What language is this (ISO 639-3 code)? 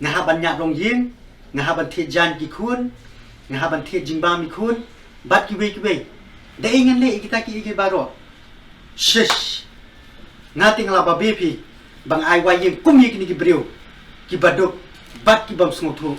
kha